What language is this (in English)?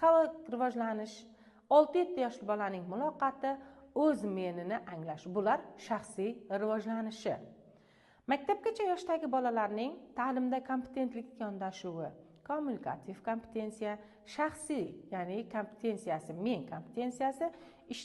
Uzbek